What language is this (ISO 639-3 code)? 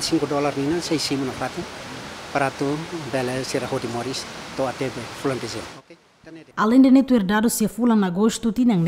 tet